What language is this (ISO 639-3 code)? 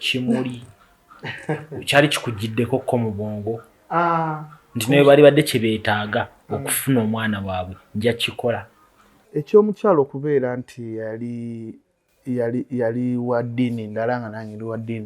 lug